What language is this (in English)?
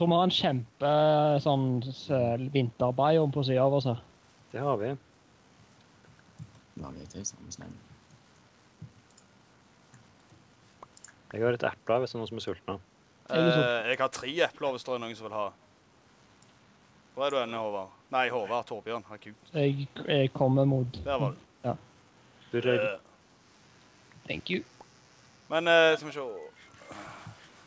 Norwegian